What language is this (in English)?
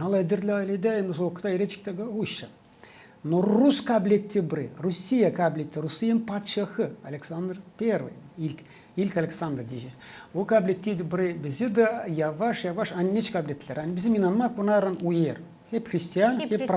Gagauz